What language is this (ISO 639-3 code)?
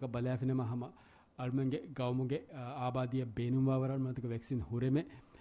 div